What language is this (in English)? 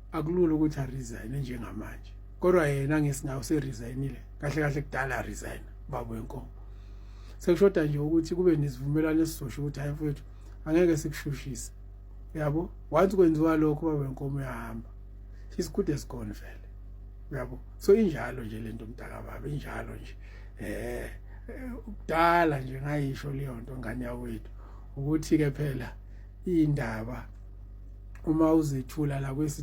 Zulu